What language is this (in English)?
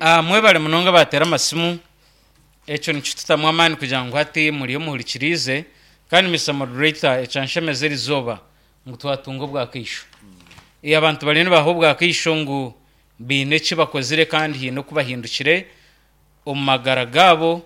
Nyankole